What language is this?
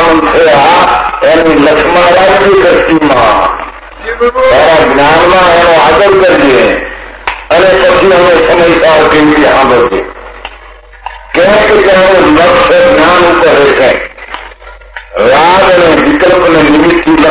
Gujarati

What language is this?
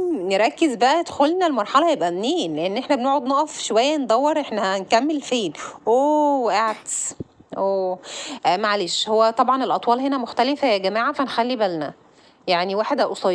Egyptian Arabic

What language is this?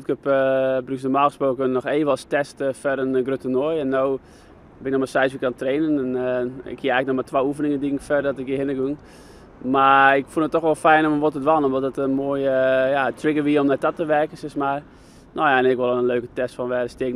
Western Frisian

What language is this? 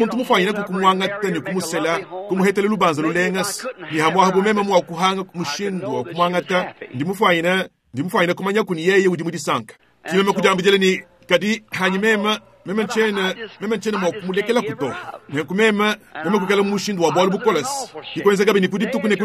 Luba-Lulua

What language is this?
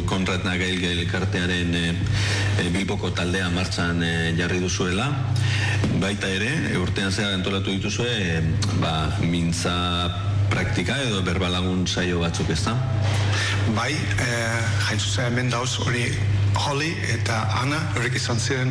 Basque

